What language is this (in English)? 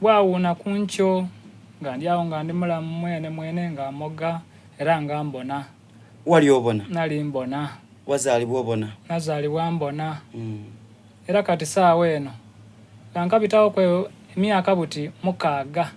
Soga